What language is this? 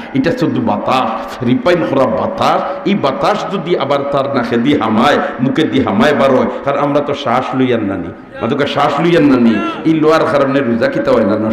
Sylheti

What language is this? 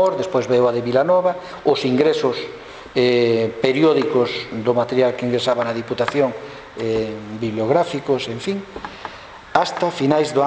Galician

